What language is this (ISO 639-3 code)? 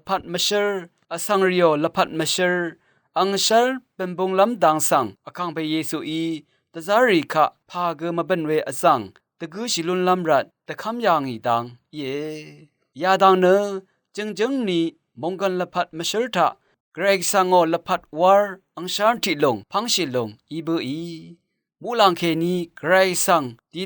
raw